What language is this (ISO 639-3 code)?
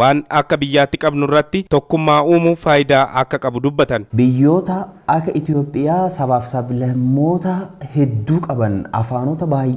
orm